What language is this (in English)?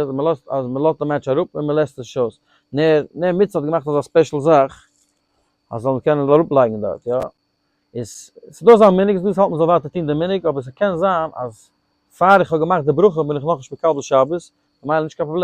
Yiddish